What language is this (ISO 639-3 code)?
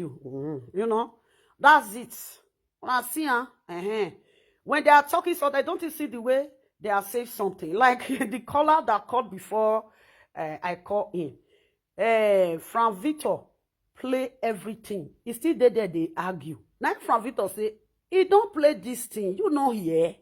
pcm